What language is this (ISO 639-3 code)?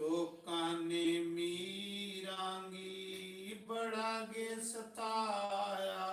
doi